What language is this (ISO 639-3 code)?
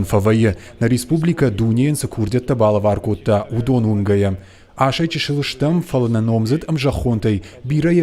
oss